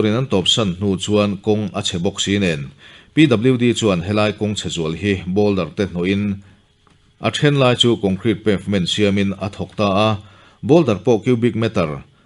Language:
Mizo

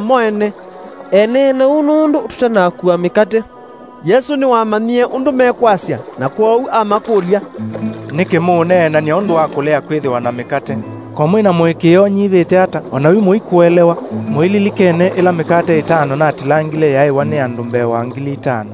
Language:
Kamba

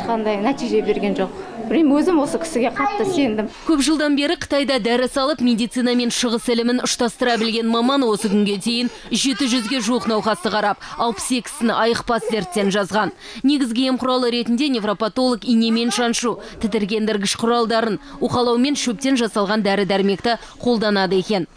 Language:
Kazakh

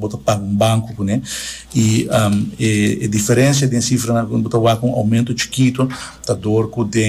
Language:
Papiamento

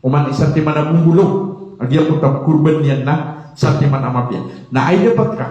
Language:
Maranao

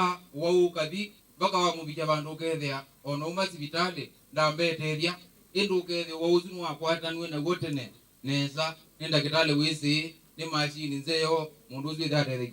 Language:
Kamba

